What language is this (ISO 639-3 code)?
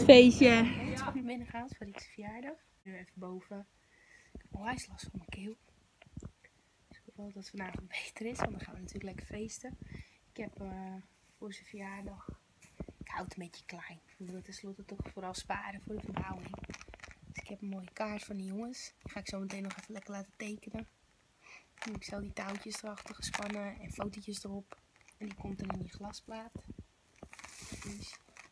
nld